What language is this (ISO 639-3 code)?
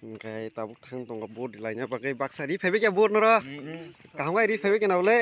trp